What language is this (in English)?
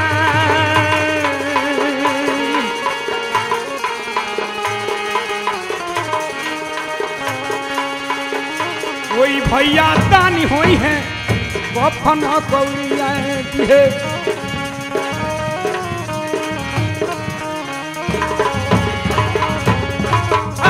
Bhojpuri